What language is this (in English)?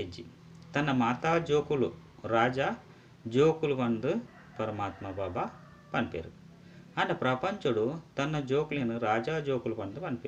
Tulu